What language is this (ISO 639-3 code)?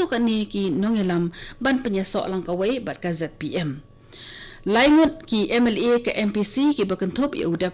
kha